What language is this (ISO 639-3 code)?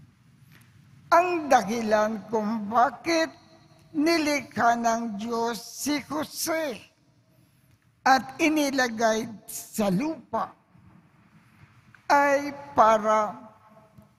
fil